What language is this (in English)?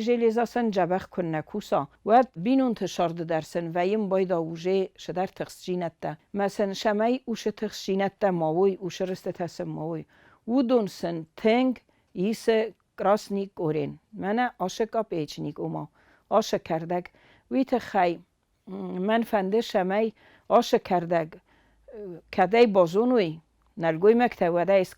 Ossetic